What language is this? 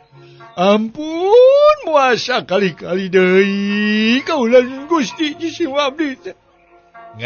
Sundanese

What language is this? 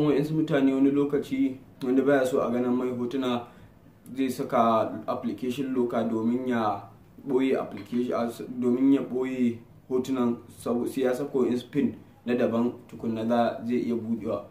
Hausa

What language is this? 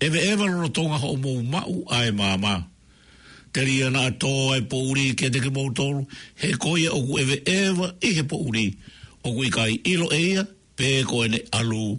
Tongan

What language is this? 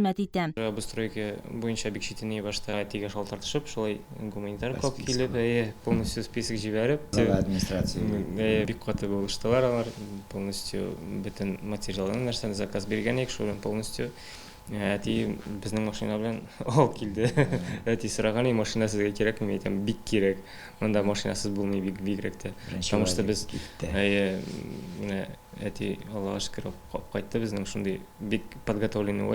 Tatar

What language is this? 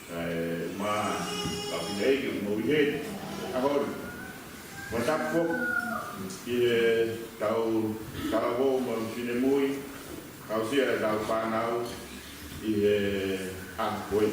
Tongan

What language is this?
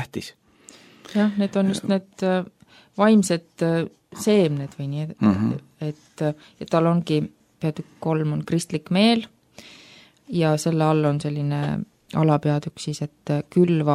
Estonian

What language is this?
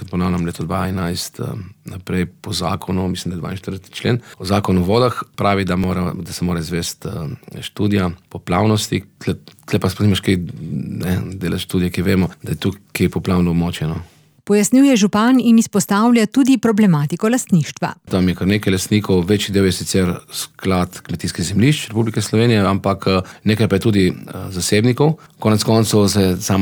Slovenian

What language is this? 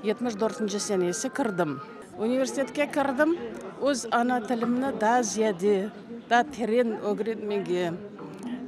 Crimean Tatar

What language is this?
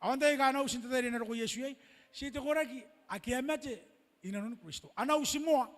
Gilbertese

